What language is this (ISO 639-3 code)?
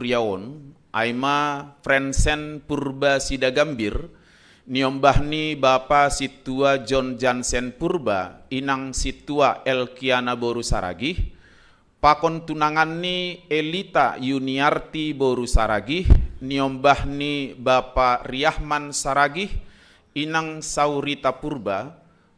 bts